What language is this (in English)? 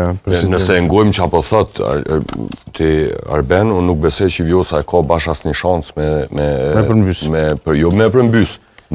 Albanian